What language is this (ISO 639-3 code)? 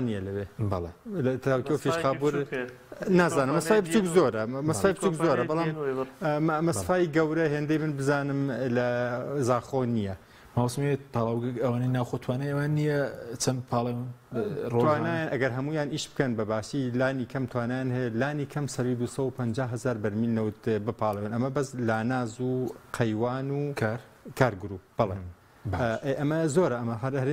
ckb